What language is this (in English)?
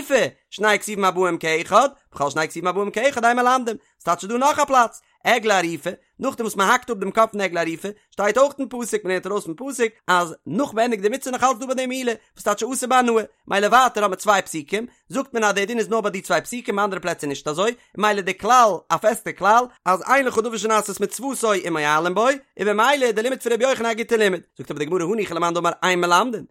Yiddish